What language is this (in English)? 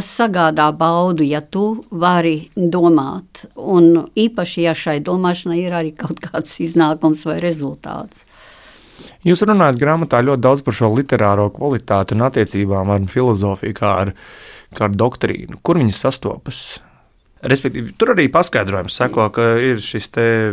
Latvian